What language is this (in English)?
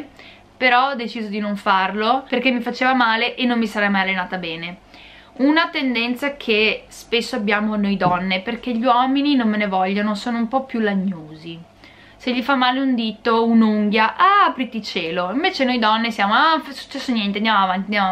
Italian